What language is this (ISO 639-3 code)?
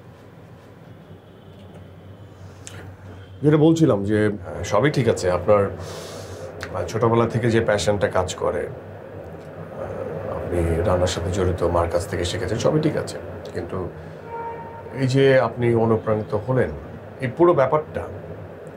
ben